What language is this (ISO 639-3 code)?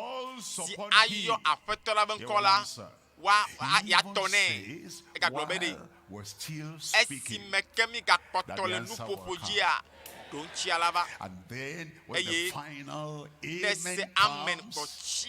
ewe